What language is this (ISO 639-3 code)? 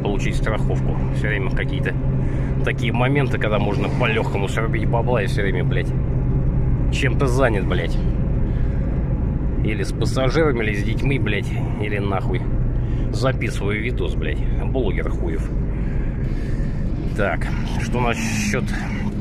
rus